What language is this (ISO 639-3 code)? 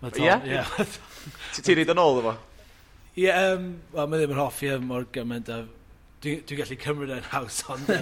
cym